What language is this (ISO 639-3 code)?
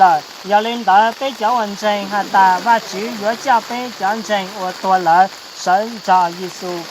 hmn